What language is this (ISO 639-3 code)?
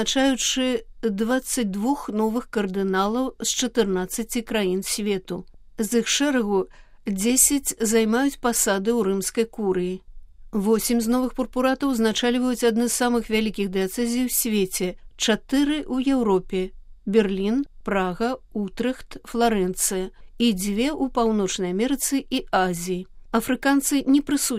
bel